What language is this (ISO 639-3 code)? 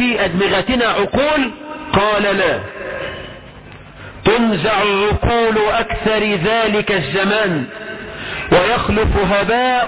ara